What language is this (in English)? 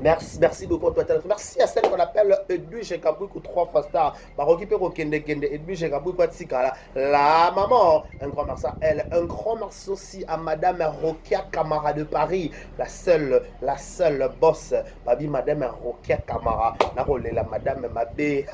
Lingala